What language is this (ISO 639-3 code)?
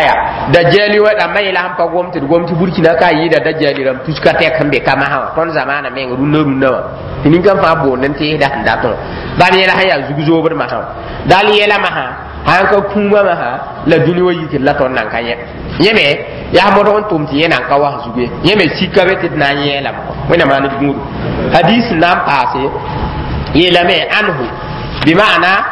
mos